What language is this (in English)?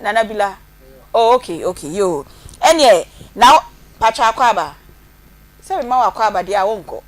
Akan